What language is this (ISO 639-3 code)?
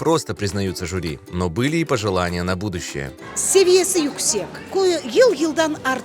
crh